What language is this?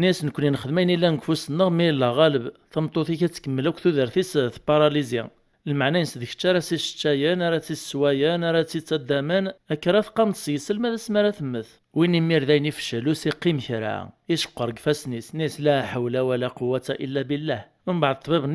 Kabyle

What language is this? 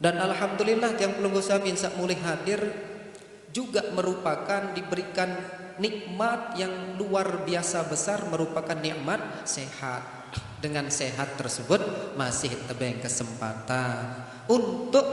Sasak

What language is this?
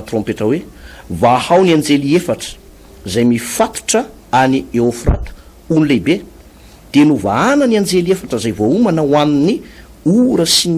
Malagasy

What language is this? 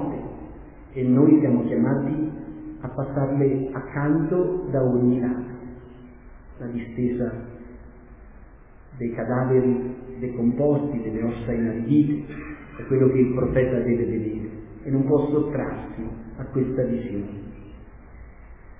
Italian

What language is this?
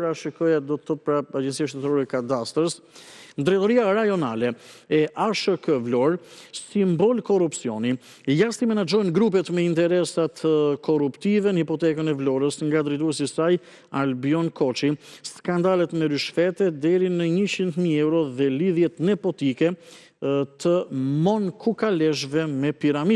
Albanian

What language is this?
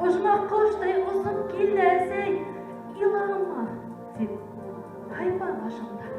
Bashkir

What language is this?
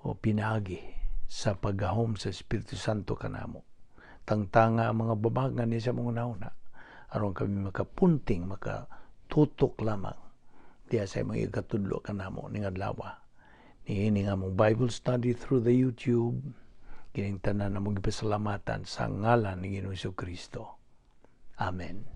Cebuano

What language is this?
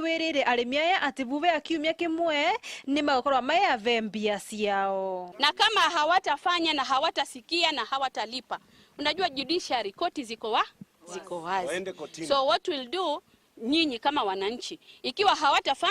Meru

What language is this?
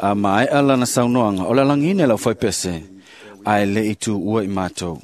Samoan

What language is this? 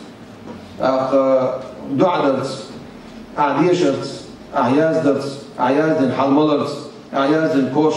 Chechen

